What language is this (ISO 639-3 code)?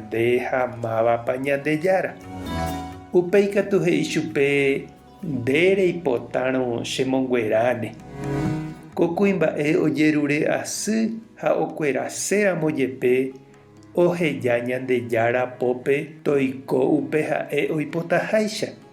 grn